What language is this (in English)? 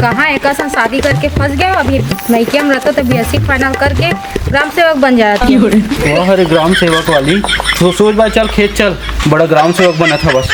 Chhattisgarhi